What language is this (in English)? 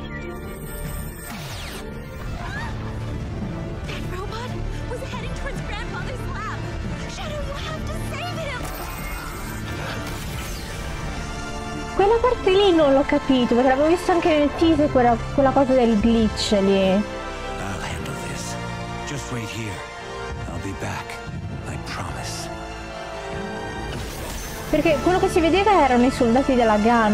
Italian